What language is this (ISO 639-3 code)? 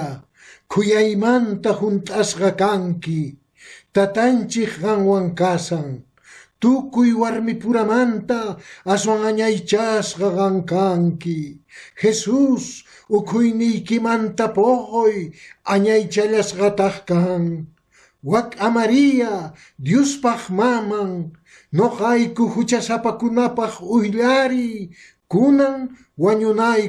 que